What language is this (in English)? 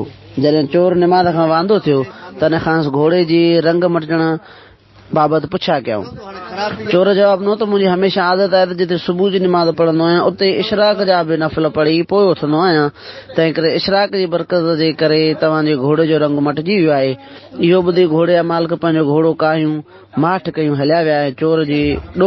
Sindhi